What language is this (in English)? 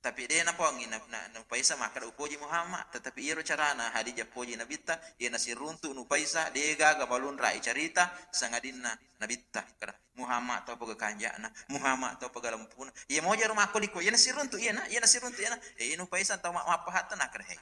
Buginese